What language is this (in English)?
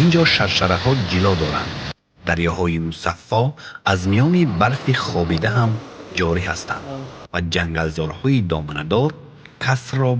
Tajik